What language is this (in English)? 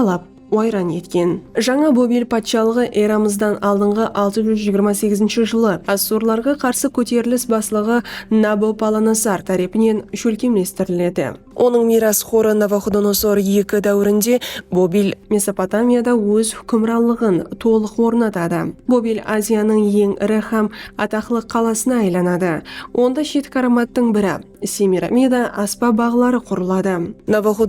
Kara-Kalpak